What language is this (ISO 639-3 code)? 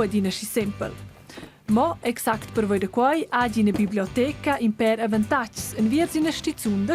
roh